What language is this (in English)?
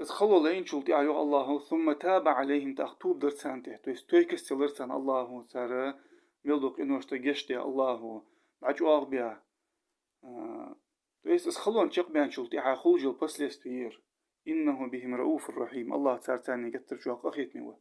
Ingush